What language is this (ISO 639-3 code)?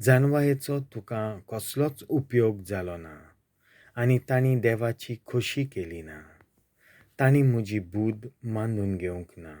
kok